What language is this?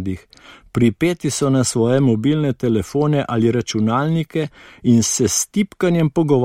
Slovenian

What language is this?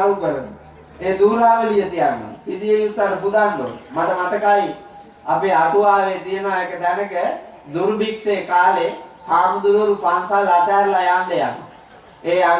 Sinhala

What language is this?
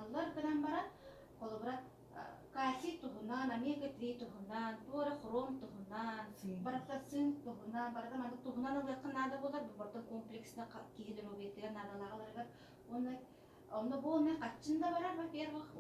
Yakut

